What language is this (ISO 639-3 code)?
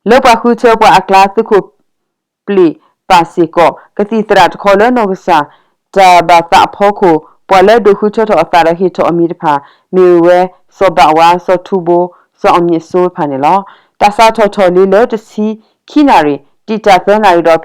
ksw